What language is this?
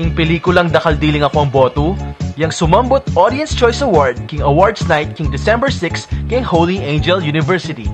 Pampanga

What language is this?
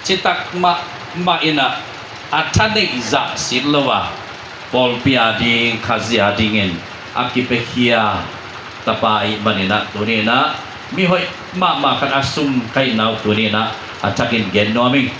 Tedim Chin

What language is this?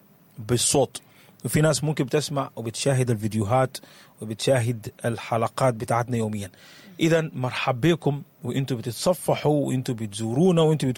Sudanese Arabic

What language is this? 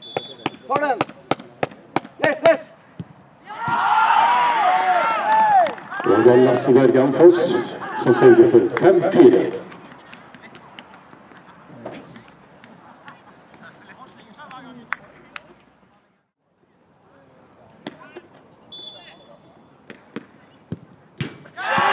Norwegian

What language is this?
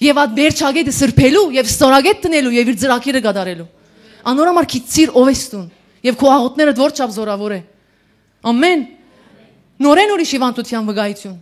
Western Armenian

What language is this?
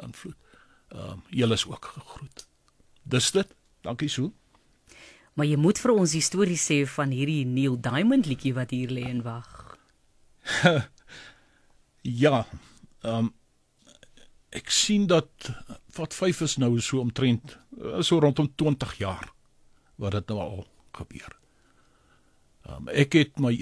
Afrikaans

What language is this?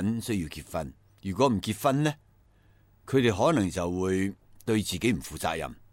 Cantonese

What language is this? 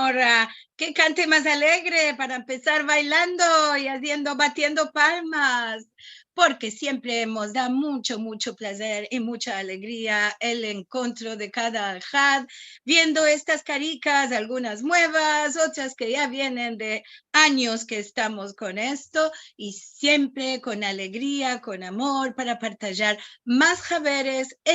Ladino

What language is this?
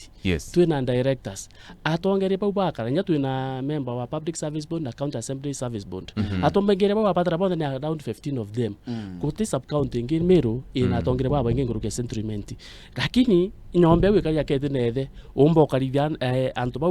Meru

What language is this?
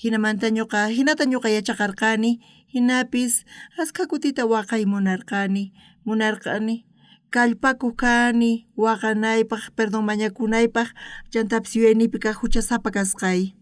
South Bolivian Quechua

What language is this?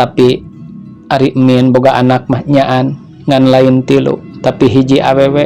Sundanese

